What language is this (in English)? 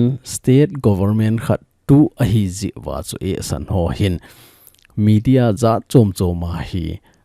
Thado Chin